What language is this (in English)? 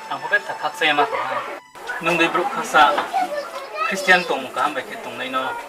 Riang (India)